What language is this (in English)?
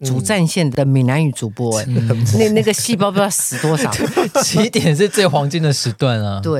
Chinese